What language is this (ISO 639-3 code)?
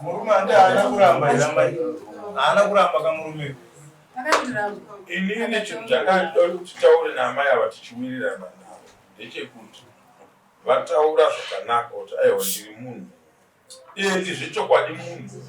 sna